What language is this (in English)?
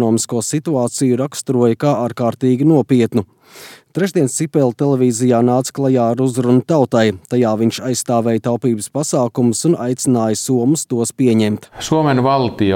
Latvian